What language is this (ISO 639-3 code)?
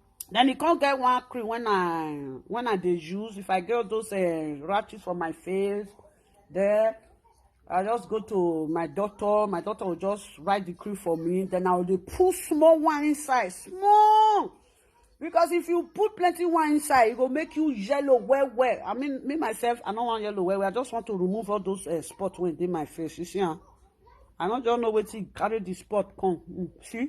pcm